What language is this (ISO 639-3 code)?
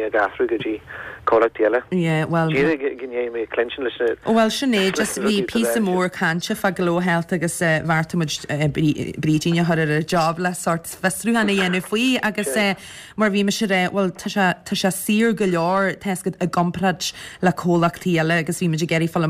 gle